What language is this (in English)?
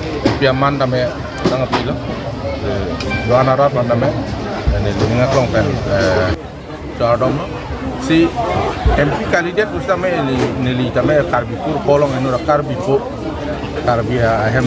Karbi